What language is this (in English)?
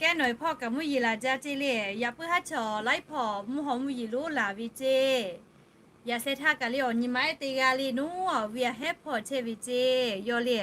Lahu